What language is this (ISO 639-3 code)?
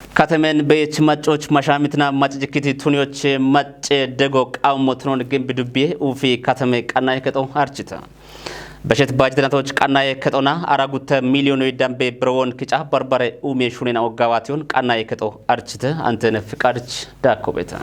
kbr